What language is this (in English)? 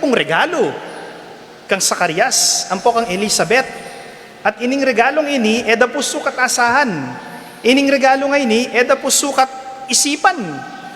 Pampanga